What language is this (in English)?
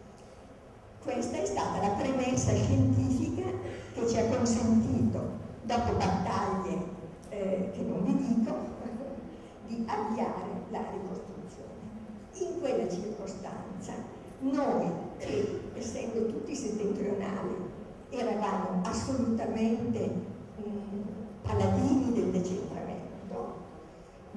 Italian